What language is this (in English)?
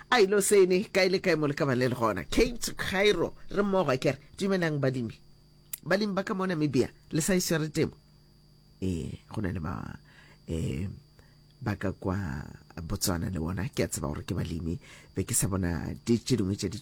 Northern Sotho